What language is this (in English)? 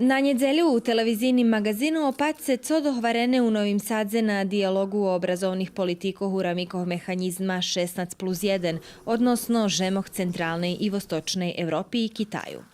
Rusyn